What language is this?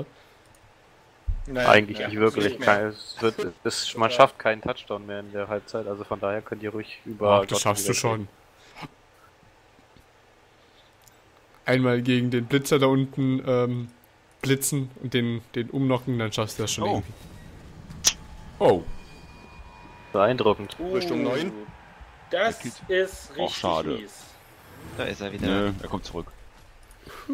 German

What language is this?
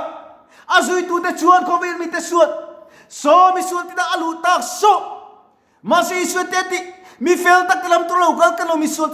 Mizo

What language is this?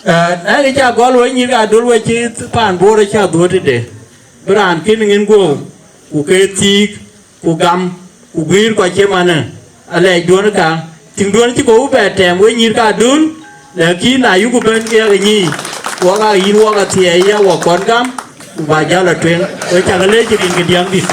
Dinka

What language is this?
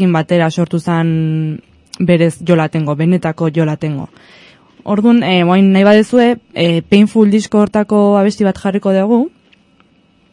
Basque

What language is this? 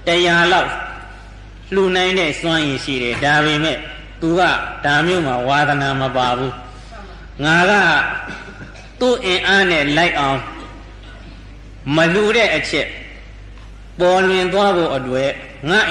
Burmese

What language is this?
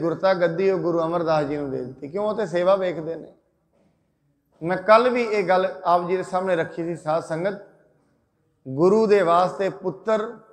Punjabi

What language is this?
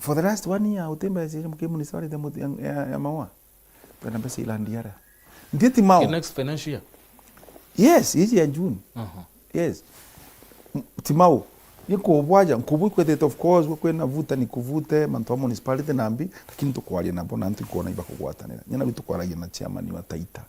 Meru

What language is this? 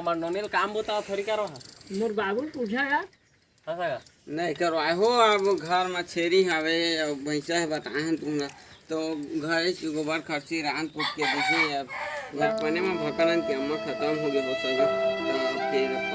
Chhattisgarhi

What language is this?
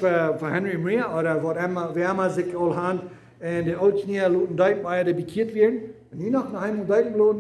Plautdietsch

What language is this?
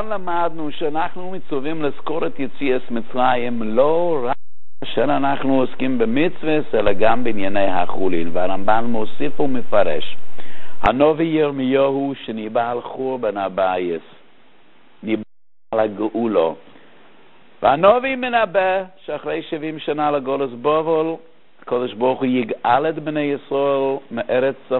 Hebrew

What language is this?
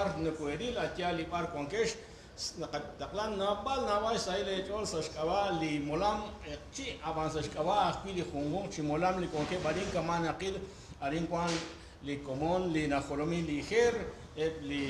Kekchí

